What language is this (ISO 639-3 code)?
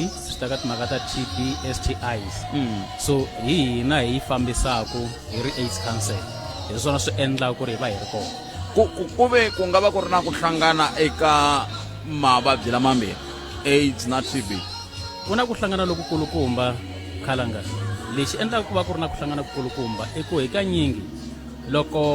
tso